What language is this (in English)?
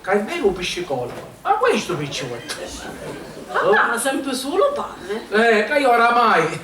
Sicilian